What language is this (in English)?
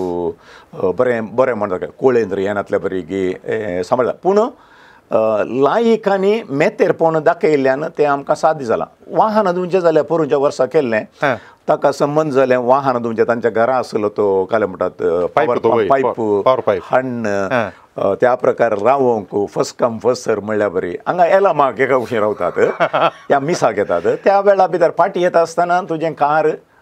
Konkani